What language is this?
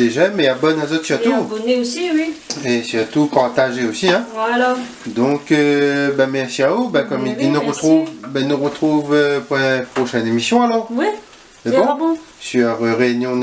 Réunion Creole French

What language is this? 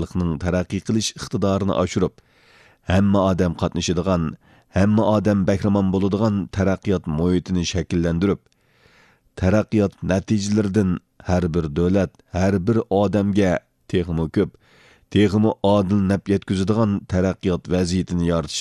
Uyghur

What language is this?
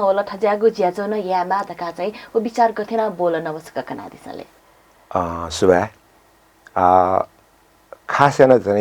Newari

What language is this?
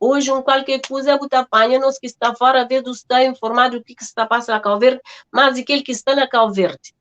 Kabuverdianu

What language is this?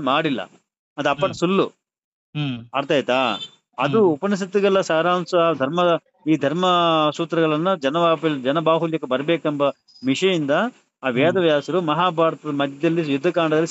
Kannada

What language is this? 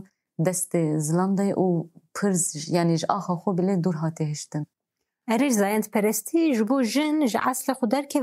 Kurdish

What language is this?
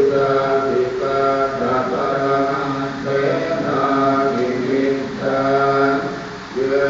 Pali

